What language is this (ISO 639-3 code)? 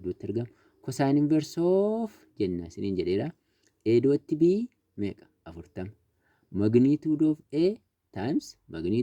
orm